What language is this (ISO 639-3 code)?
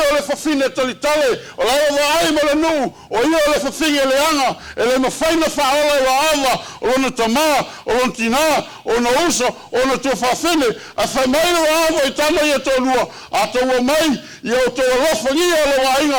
smo